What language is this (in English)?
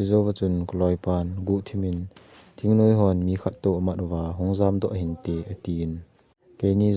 Thado Chin